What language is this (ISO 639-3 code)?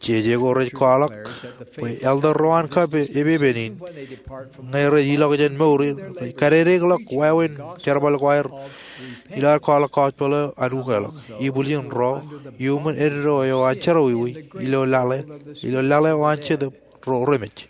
mah